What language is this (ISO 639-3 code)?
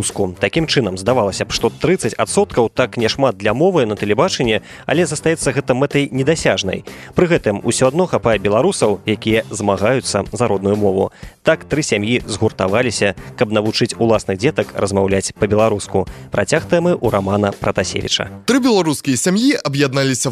bel